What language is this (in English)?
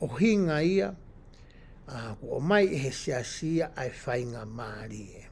Tongan